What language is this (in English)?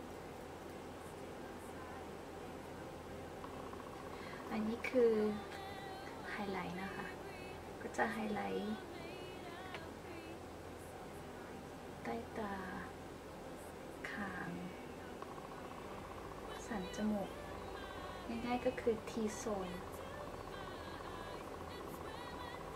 Thai